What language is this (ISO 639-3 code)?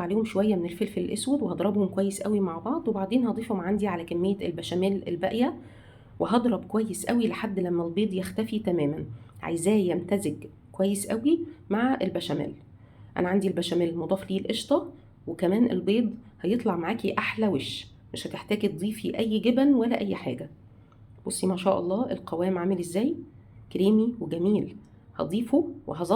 arz